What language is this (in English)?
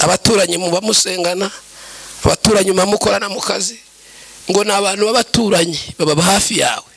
Kinyarwanda